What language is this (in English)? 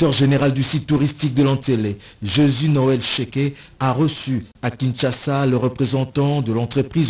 French